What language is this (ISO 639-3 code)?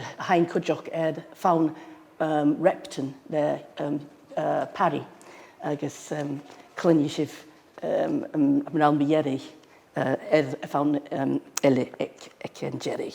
gla